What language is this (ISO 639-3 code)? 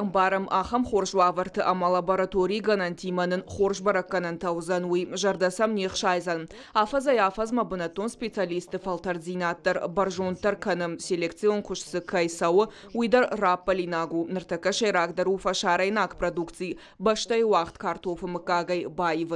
oss